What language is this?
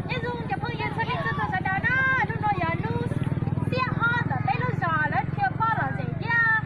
Hmong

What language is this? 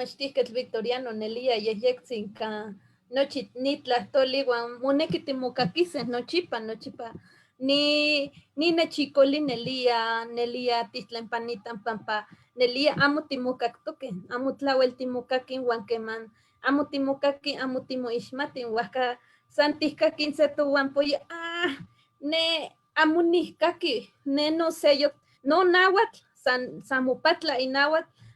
Eastern Huasteca Nahuatl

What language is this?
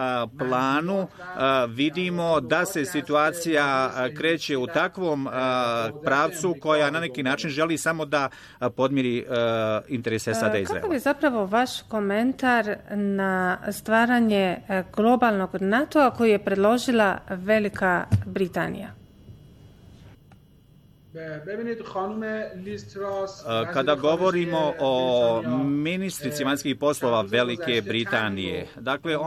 Bosnian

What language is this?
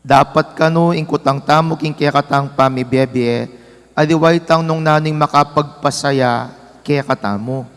Pampanga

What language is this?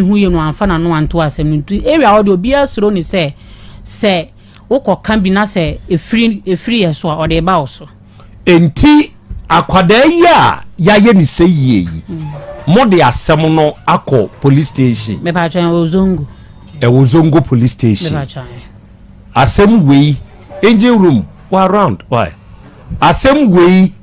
Akan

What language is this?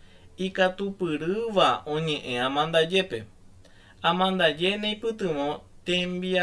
Guarani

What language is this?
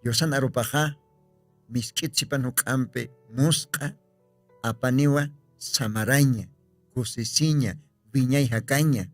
Aymara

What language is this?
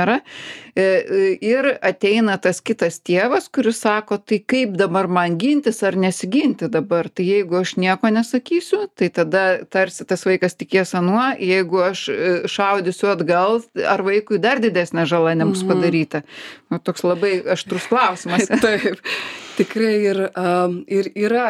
Lithuanian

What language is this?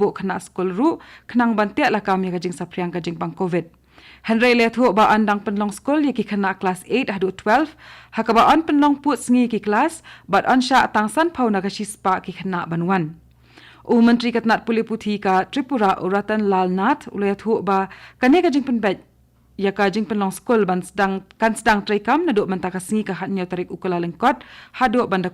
Khasi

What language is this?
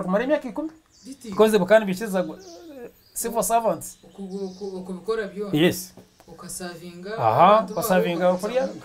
Nyankole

